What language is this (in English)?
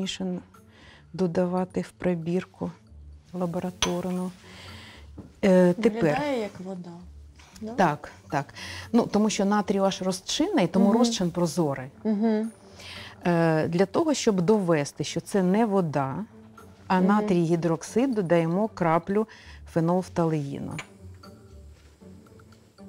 Ukrainian